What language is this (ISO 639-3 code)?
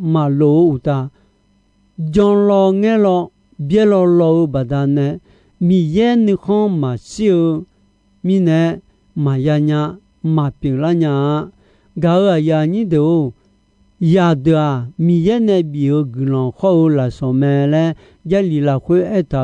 ahk